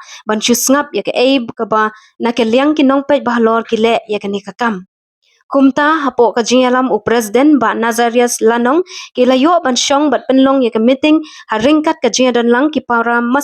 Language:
Khasi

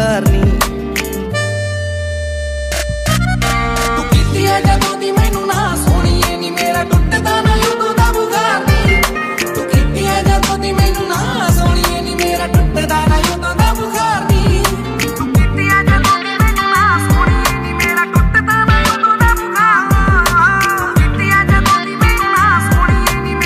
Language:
Punjabi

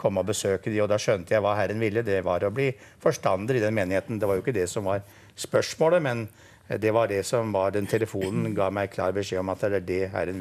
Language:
Norwegian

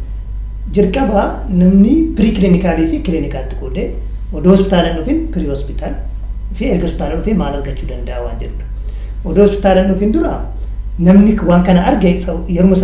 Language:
Oromo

